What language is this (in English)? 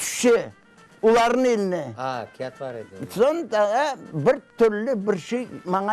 Crimean Tatar